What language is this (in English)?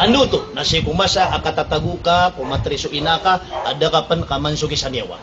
Maranao